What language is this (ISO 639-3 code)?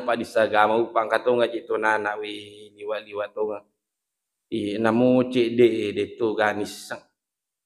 bug